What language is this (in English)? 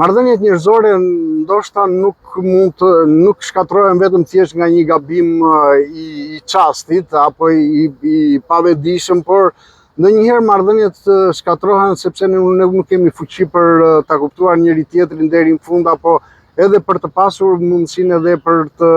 Albanian